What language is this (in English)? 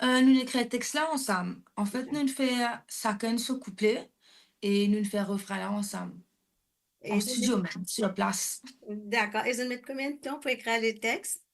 Morisyen